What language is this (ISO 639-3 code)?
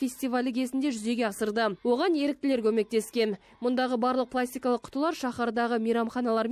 kaz